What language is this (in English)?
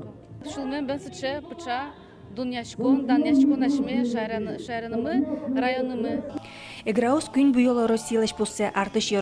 Udmurt